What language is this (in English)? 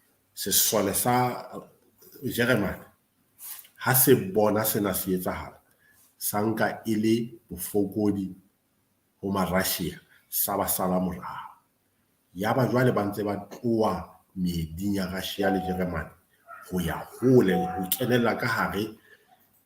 Southern Sotho